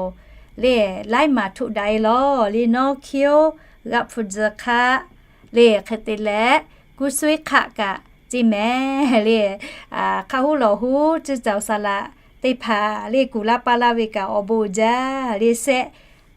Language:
Lahu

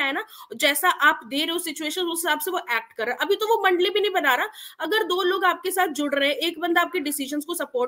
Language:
Hindi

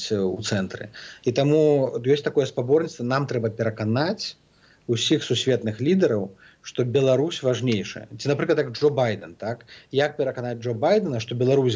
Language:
Belarusian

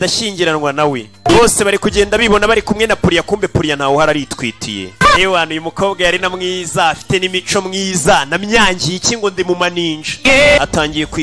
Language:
Kinyarwanda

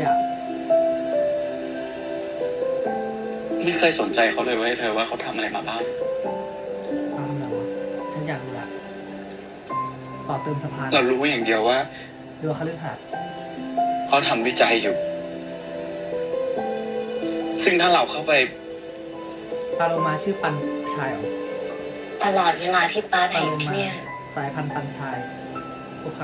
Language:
Thai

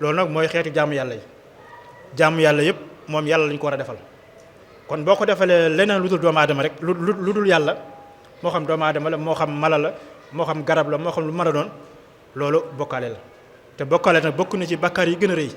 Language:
Wolof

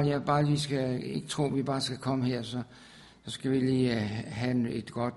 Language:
Danish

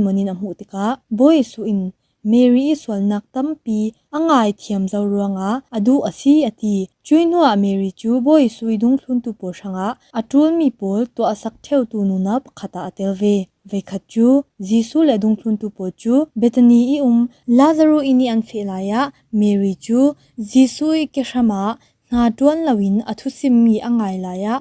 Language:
Falam Chin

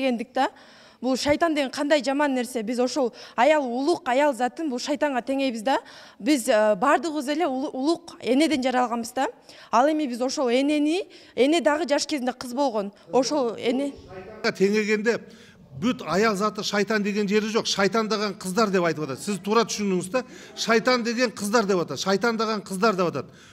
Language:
Kyrgyz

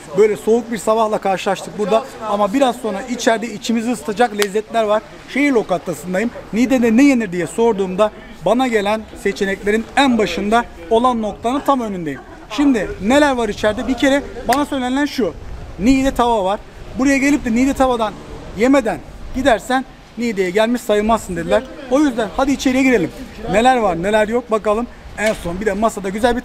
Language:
Turkish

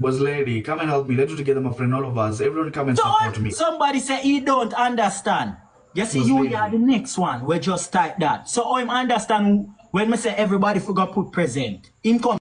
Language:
Jamaican Creole English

